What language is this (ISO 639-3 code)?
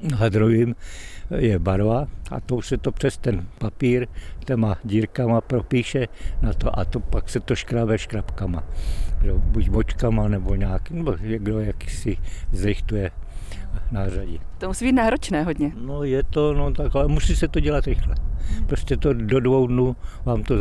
ces